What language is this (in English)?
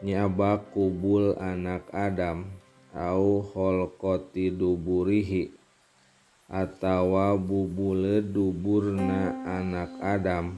Sundanese